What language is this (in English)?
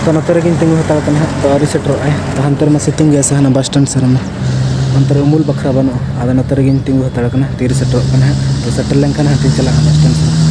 Santali